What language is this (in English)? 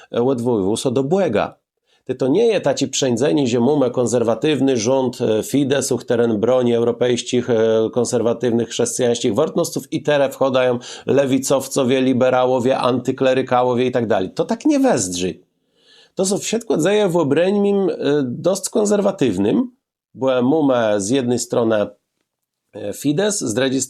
Kashubian